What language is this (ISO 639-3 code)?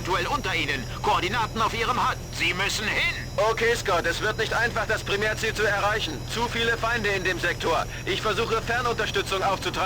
bar